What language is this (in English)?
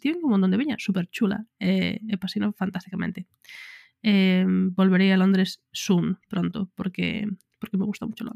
Galician